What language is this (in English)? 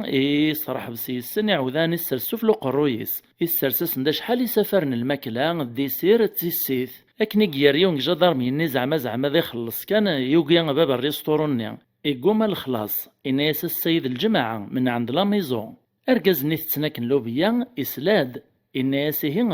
Kabyle